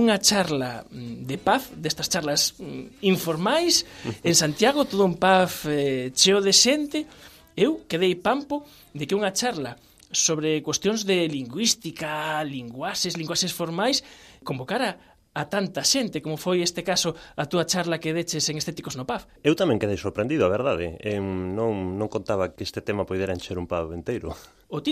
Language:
Galician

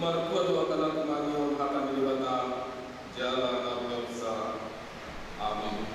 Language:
Batak Toba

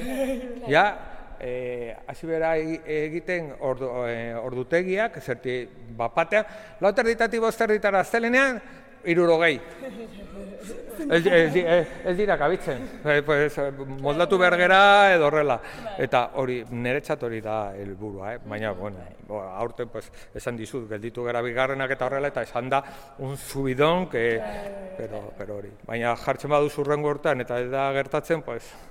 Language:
Basque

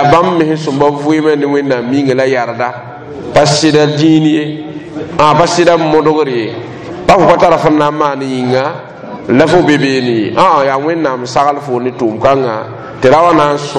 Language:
Mossi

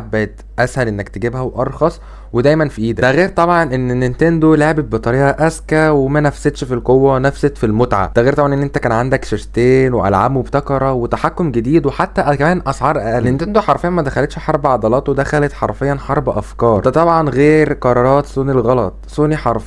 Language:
Egyptian Arabic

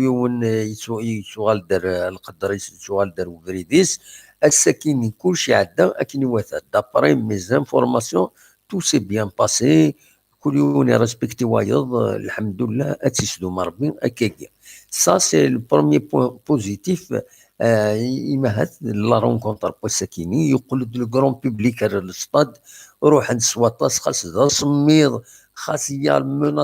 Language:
Kabyle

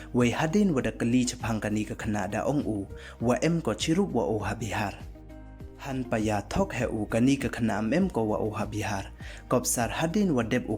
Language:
Pnar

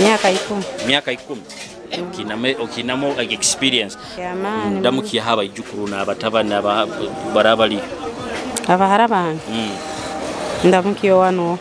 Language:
Nyoro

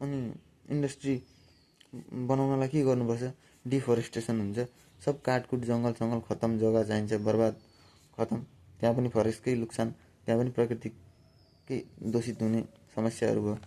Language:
Nepali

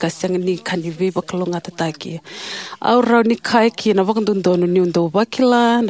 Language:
Fijian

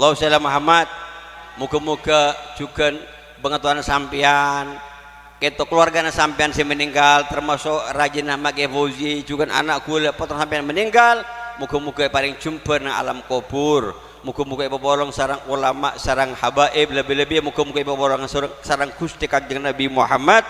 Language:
Madurese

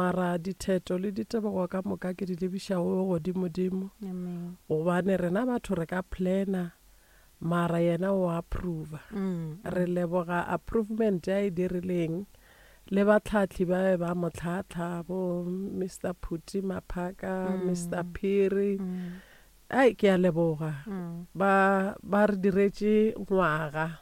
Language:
Northern Sotho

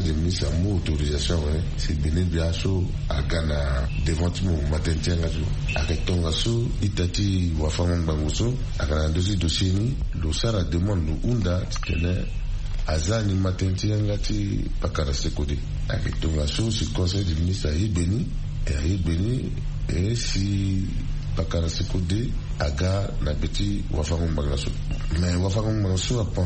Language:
Sango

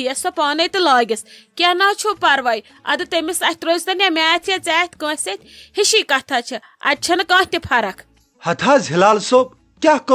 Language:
Kashmiri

